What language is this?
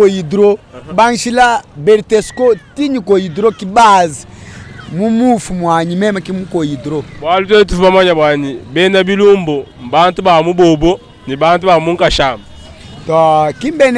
Luba-Lulua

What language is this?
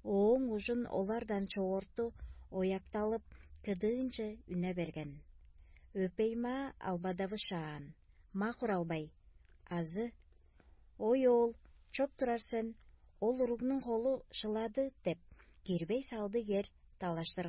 Tuvinian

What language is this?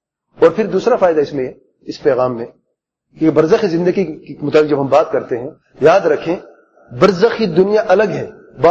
Urdu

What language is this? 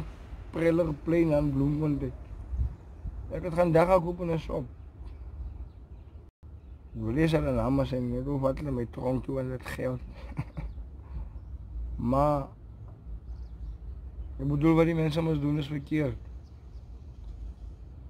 Afrikaans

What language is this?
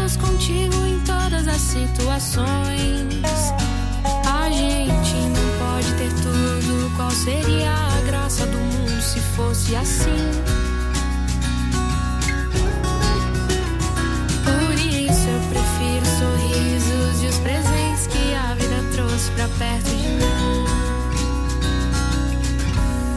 Portuguese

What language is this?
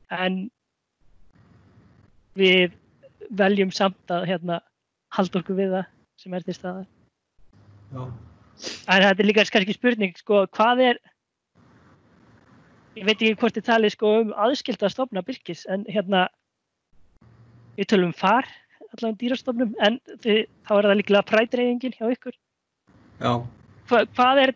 Icelandic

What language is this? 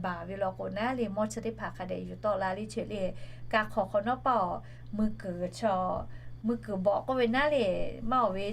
Lahu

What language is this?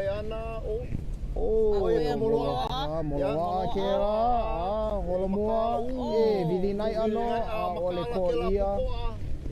Hawaiian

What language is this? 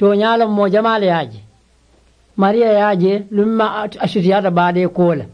Mandingo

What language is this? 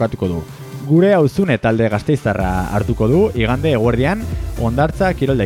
Basque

